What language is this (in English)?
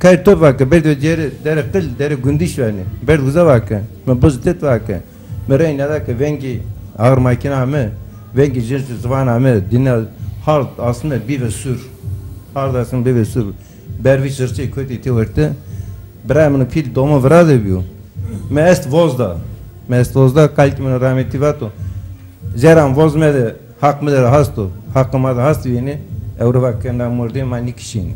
Zaza